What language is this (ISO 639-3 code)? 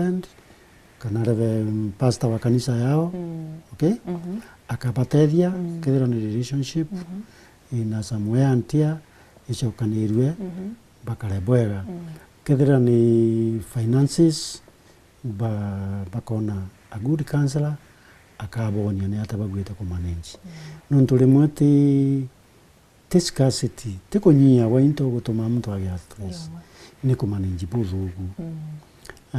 mer